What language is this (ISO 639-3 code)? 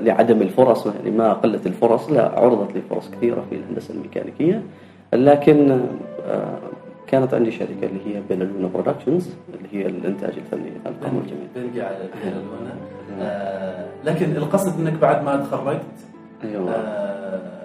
afb